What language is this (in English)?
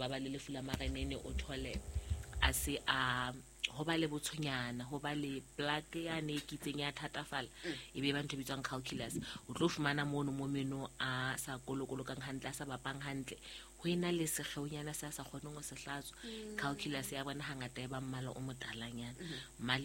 Southern Sotho